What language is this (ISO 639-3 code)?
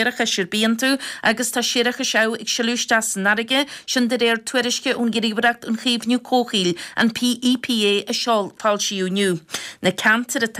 gle